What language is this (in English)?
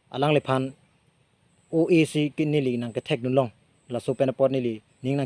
Karbi